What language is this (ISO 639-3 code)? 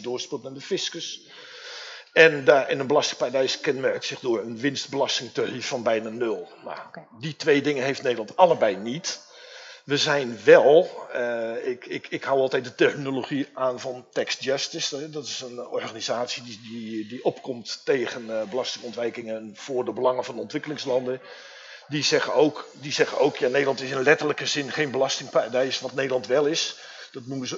nld